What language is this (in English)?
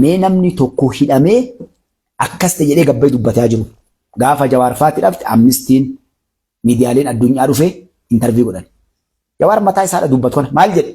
Oromo